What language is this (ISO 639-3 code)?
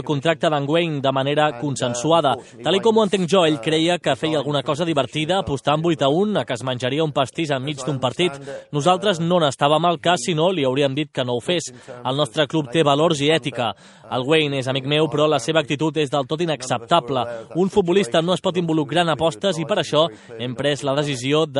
cat